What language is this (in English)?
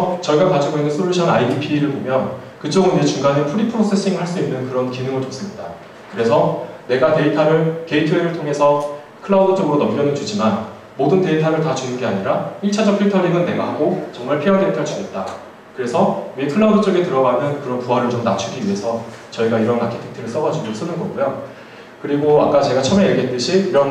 Korean